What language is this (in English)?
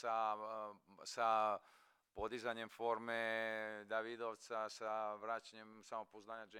Serbian